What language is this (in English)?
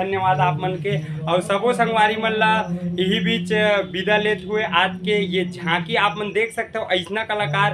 Chhattisgarhi